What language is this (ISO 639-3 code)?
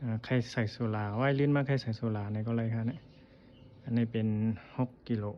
shn